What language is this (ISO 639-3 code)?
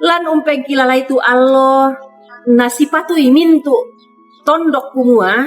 sda